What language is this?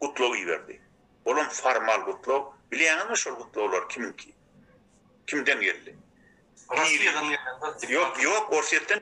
Turkmen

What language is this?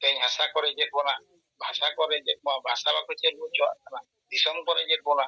Santali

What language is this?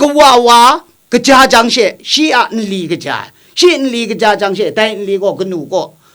Kachin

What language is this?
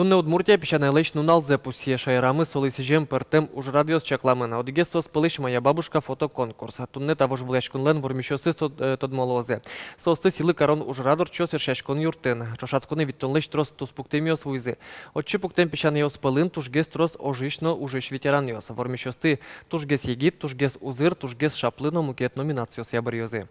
Udmurt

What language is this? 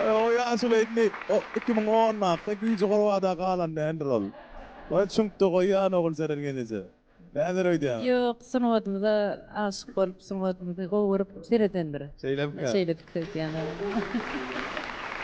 Turkmen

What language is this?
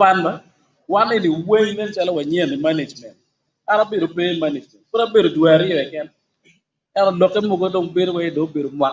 Acoli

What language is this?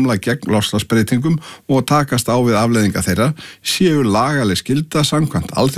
Icelandic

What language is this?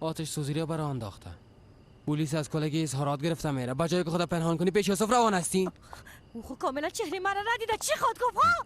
Persian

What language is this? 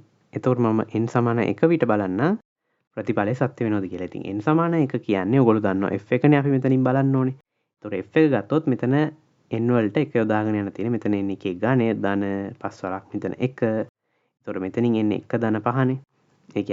Sinhala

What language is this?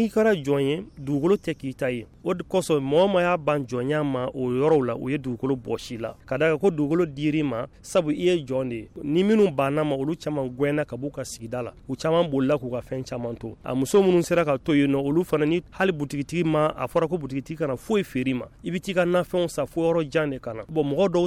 Bambara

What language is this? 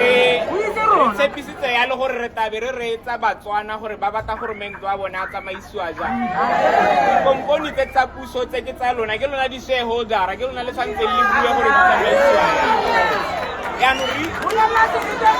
Tswana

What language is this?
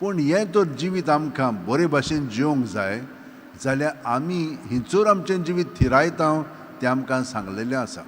Konkani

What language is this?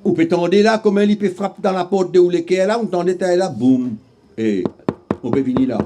Morisyen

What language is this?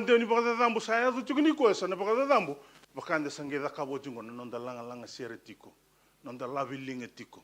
Fijian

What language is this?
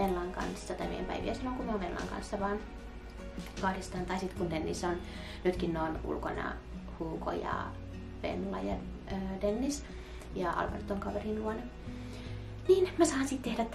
Finnish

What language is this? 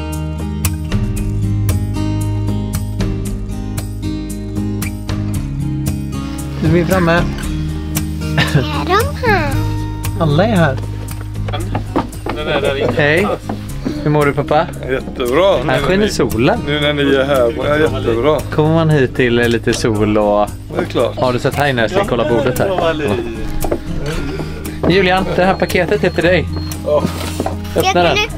Swedish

